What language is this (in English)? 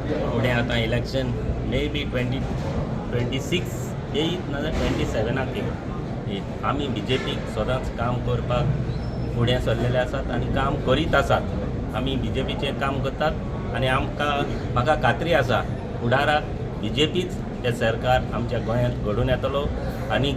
Konkani